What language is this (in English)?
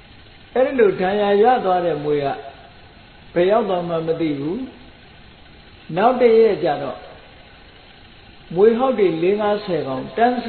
Burmese